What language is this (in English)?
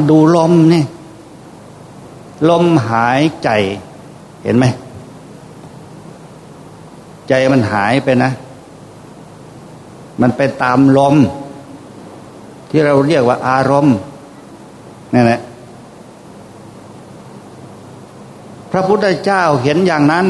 Thai